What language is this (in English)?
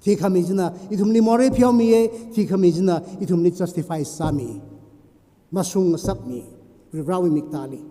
Tangkhul Naga (India)